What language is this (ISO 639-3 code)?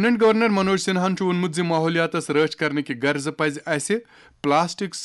kas